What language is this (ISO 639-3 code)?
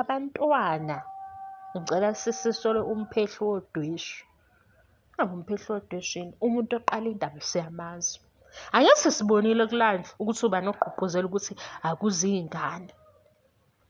zul